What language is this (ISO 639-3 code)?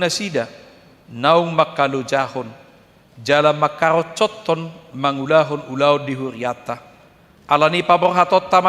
bbc